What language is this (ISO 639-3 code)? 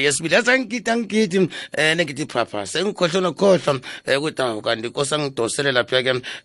nbl